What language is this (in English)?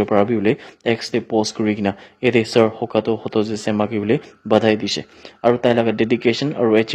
Naga Pidgin